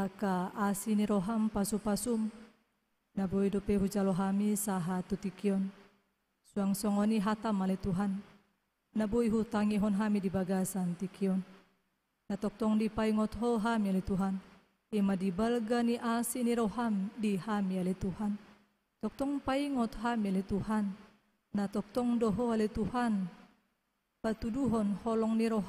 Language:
Batak Toba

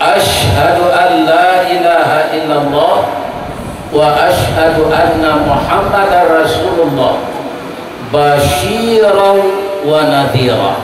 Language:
Minangkabau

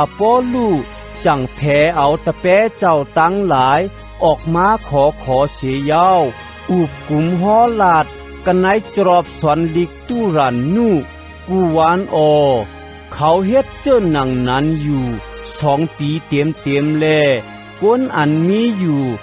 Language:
Shan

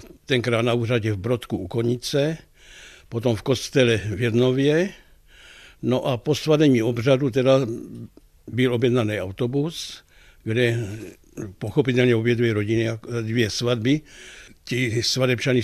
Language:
Czech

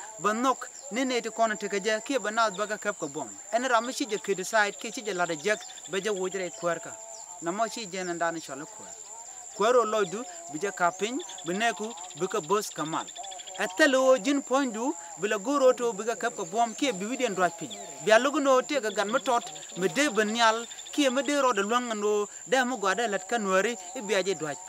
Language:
Nuer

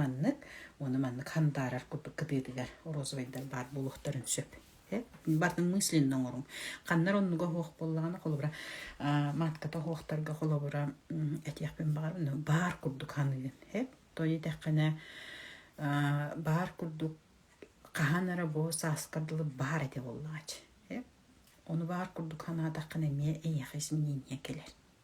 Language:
Yakut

